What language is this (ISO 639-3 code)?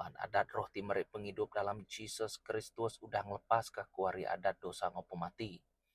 iba